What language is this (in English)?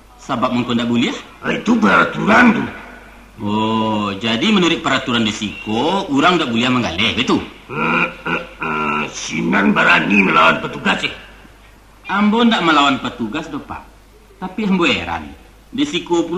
Minangkabau